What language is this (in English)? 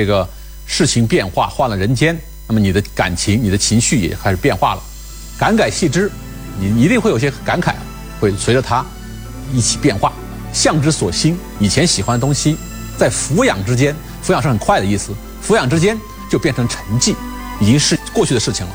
Chinese